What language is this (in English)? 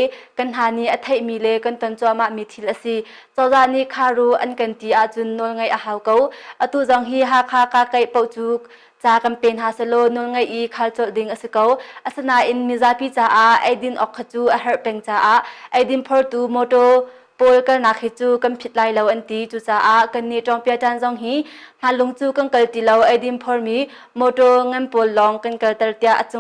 Hakha Chin